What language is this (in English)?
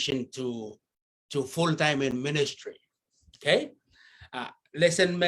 Pohnpeian